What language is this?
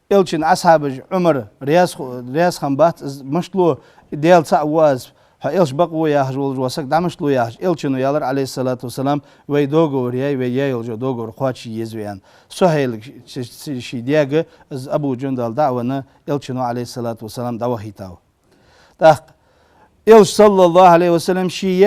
Ingush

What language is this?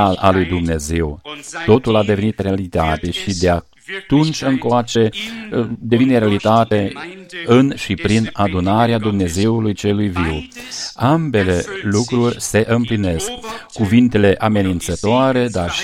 Romanian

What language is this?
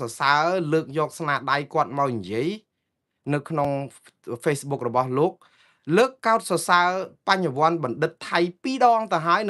Khmer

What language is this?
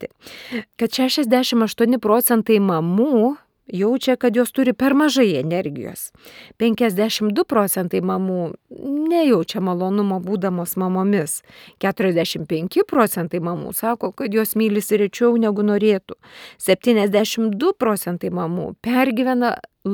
Lithuanian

